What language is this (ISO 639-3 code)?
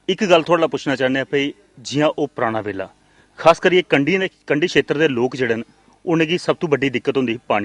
doi